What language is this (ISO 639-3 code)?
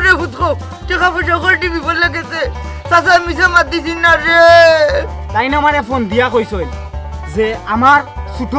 syl